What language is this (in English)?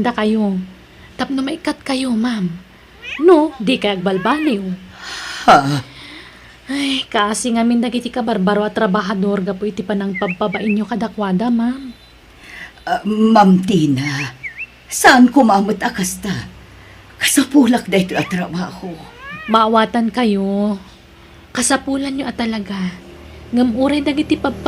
Iloko